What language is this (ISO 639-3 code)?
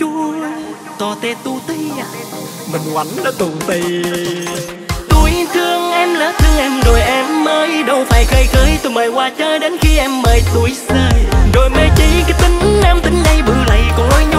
vie